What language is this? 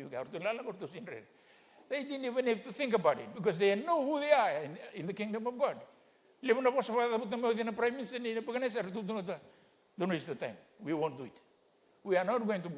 Fijian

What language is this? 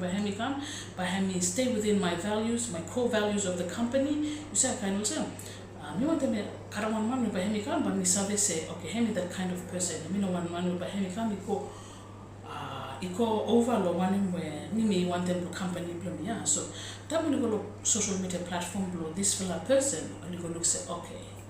Bislama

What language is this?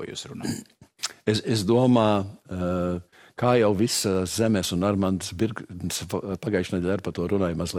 Latvian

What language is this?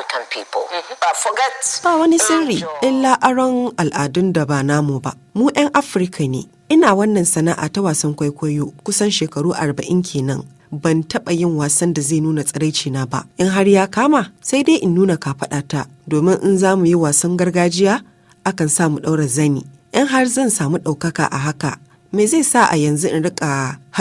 Hausa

